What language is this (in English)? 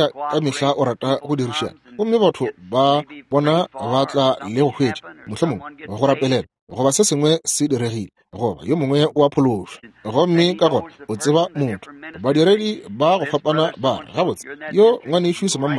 Northern Sotho